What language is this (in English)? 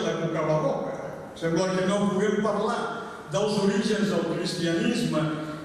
Catalan